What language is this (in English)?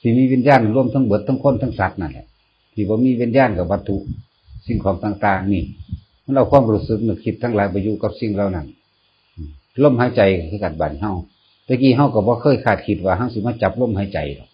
Northeastern Thai